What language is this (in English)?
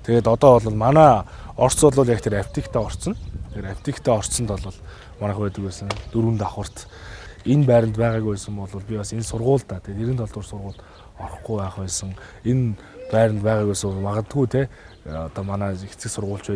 Mongolian